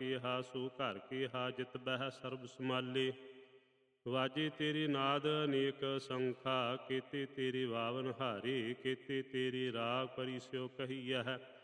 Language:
Punjabi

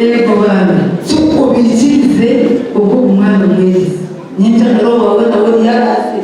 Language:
Nyankole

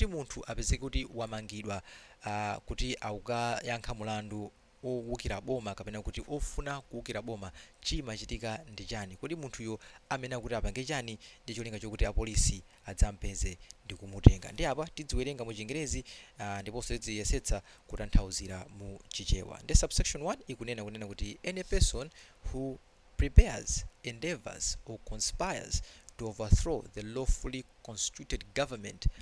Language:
Nyanja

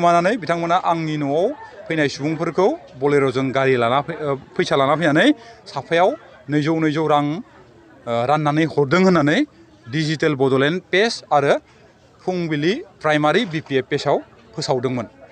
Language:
Bodo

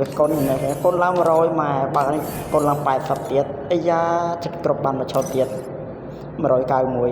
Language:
Khmer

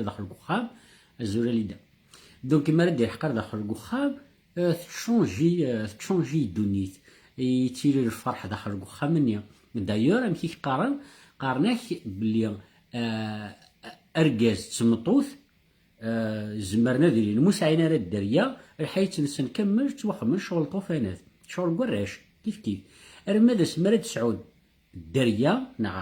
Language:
Kabyle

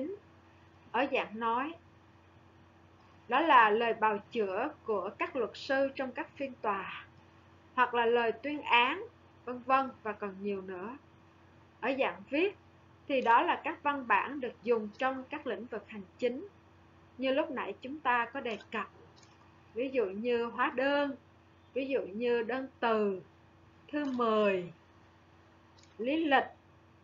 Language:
Vietnamese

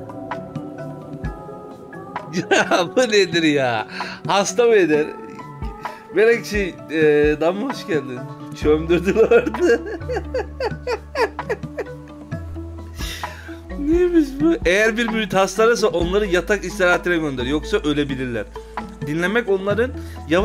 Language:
Turkish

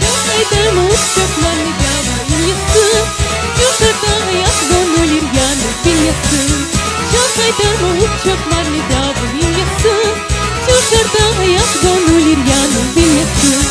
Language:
Crimean Tatar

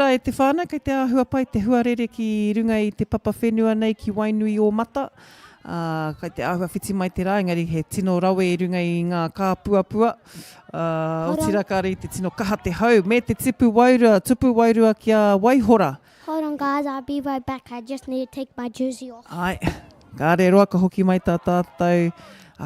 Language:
Māori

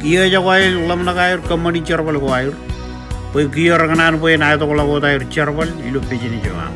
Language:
Marshallese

